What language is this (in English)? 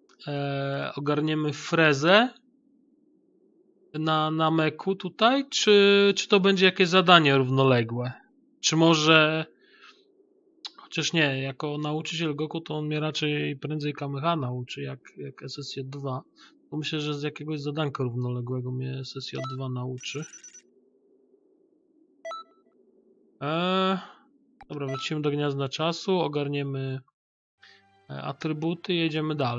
Polish